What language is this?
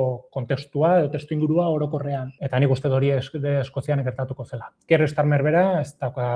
Basque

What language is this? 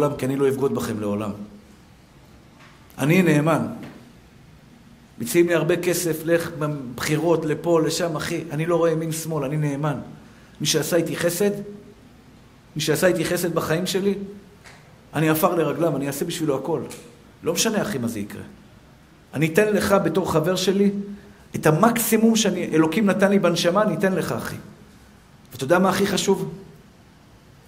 Hebrew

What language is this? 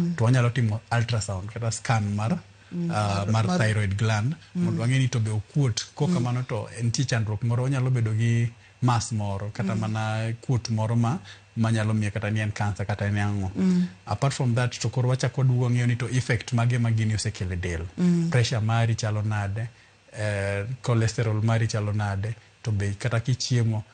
Luo (Kenya and Tanzania)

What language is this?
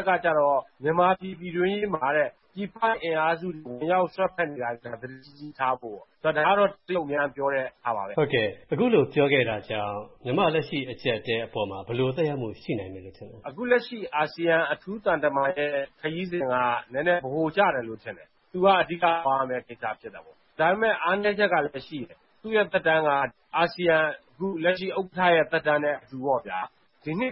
Burmese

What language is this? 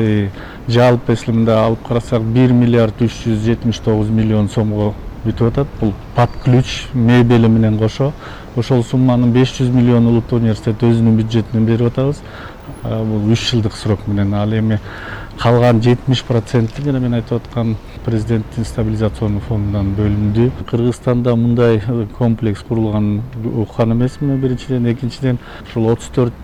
Kyrgyz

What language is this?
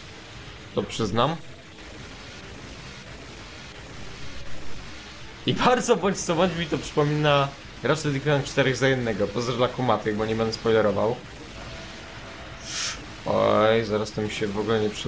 Polish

